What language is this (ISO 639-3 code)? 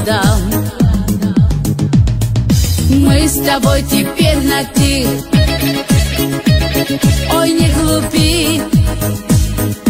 rus